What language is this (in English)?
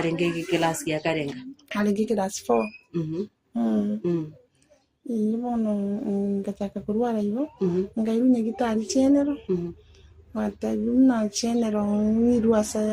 Gusii